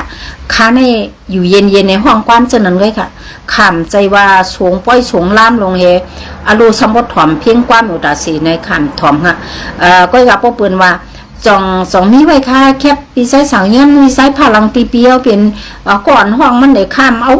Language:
Shan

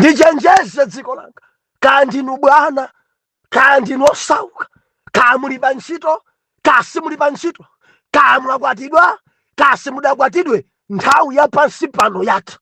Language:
Nyanja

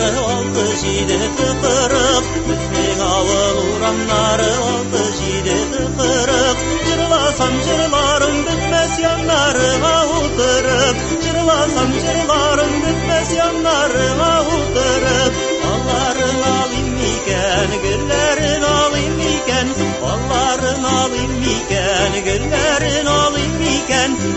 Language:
Tatar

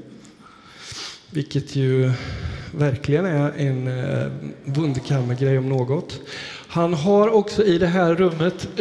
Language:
Swedish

